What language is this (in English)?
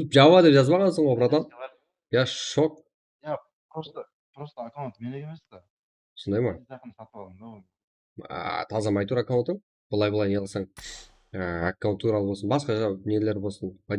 Kara-Kalpak